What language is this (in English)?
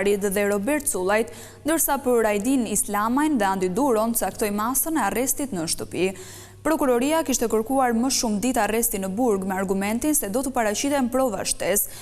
Albanian